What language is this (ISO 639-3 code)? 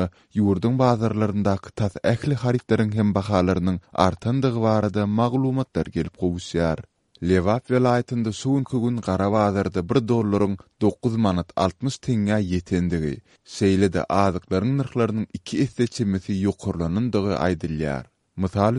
tuk